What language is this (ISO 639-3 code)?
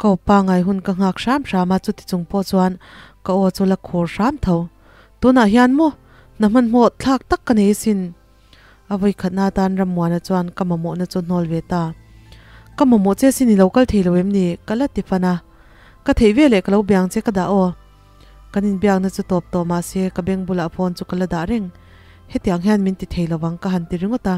lus